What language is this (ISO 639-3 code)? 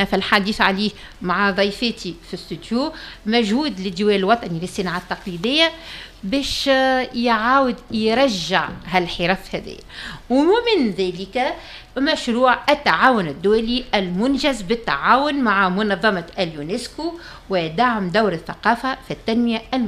aeb